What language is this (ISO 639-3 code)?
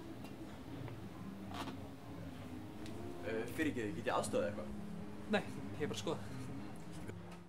isl